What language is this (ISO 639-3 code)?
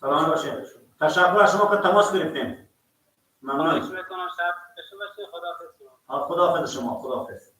fas